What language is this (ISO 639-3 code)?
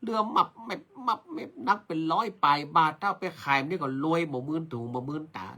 nod